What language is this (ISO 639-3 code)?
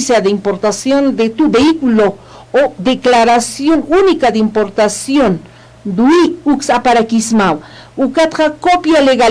aym